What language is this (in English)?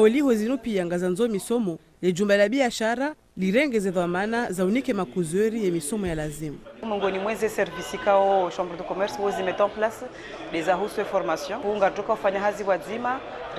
Ngazidja Comorian